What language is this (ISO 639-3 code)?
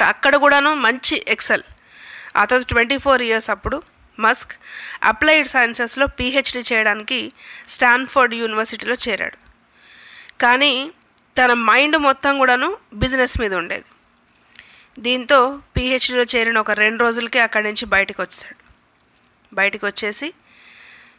tel